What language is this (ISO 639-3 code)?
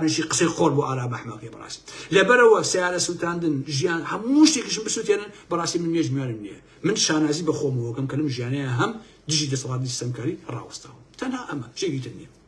ckb